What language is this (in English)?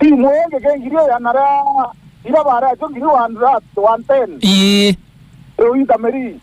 Meru